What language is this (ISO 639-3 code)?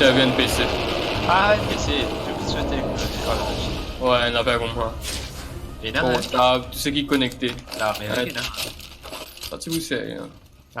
mfe